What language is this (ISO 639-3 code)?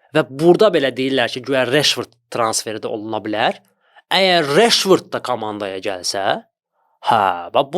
aze